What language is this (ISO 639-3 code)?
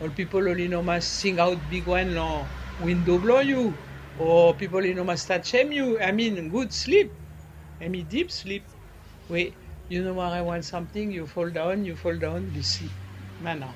bis